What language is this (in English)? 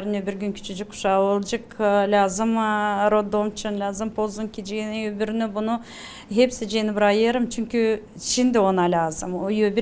Gagauz